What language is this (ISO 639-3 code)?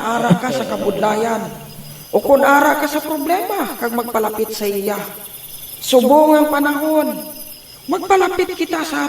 hil